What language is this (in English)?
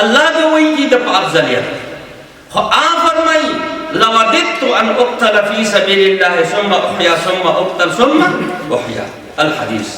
Pashto